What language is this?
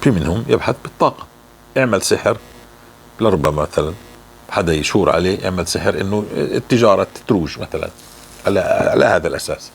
North Levantine Arabic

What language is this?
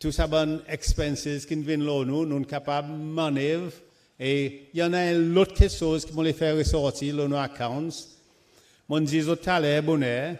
Seselwa Creole French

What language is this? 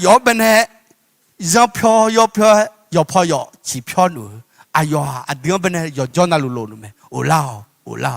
Akha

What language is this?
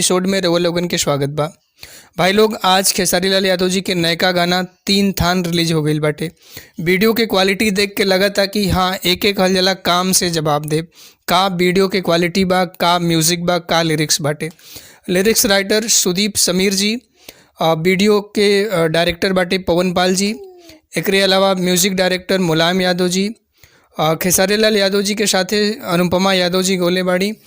Bhojpuri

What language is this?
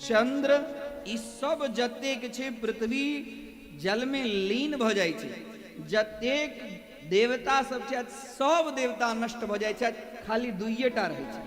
Maithili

